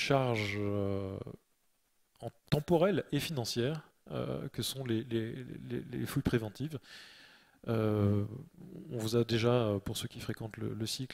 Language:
French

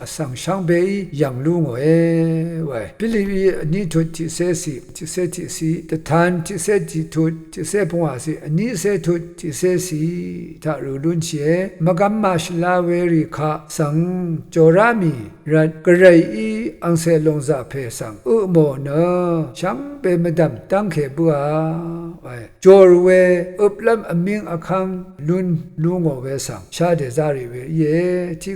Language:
Rawang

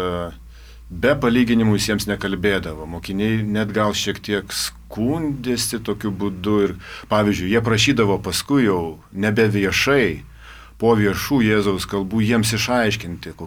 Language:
Lithuanian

